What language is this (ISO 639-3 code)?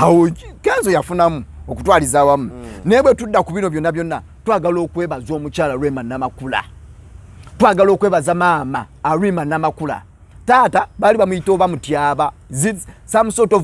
lug